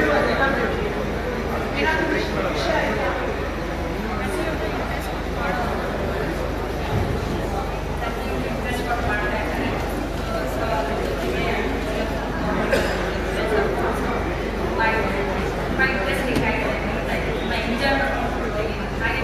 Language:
Kannada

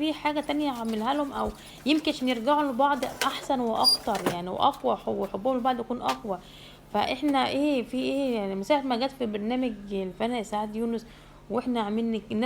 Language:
Egyptian Arabic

